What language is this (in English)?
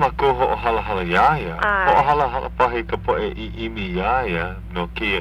Hawaiian